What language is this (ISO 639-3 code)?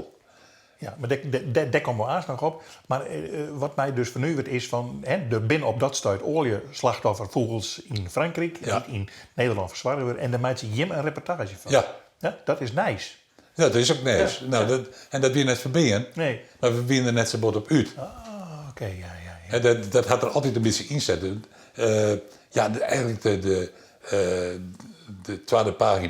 fry